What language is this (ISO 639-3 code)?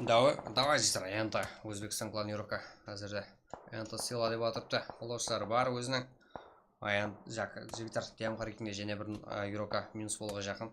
kaa